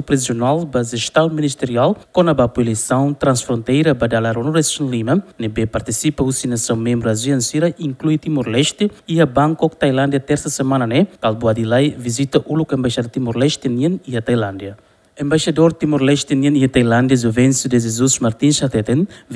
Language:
Tetum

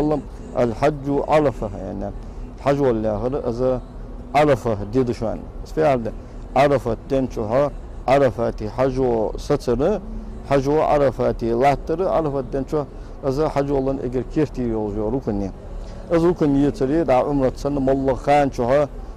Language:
Ingush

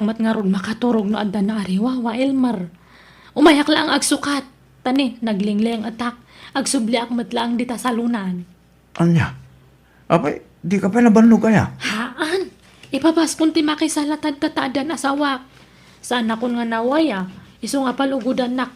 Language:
Iloko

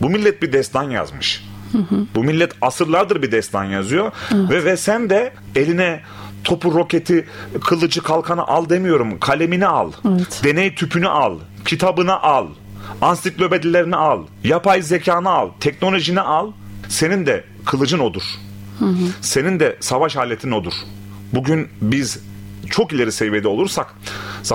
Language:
Turkish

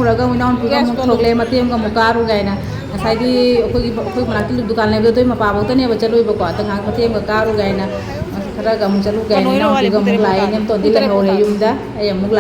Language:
Manipuri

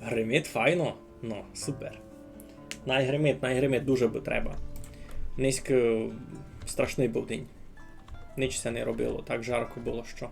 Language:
Rusyn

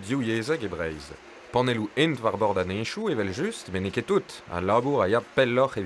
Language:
Breton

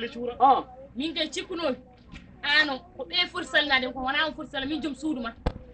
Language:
Fula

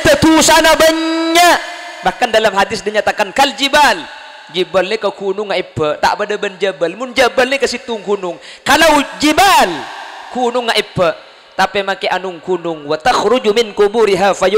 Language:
Madurese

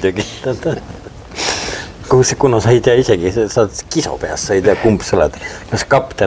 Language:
Estonian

